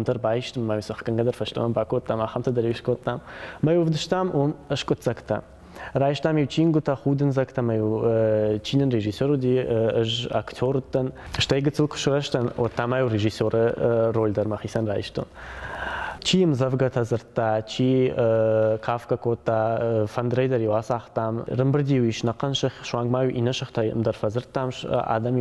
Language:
Ossetic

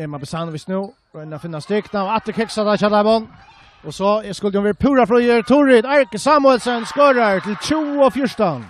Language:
Faroese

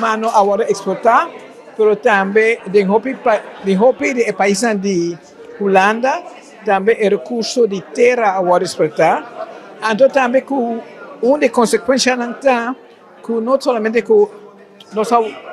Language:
Papiamento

